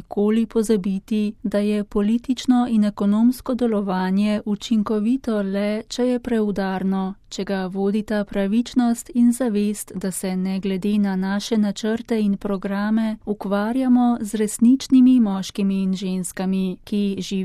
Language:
Slovenian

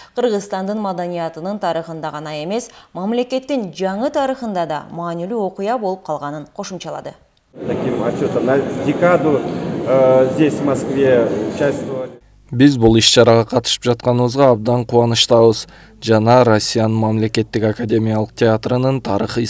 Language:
Kyrgyz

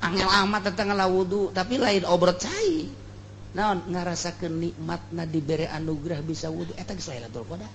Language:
Sundanese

